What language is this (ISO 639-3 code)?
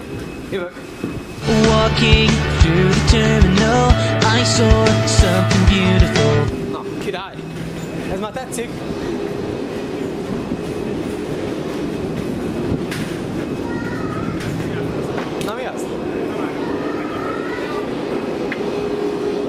hun